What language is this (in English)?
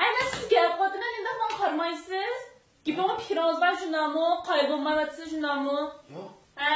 Uyghur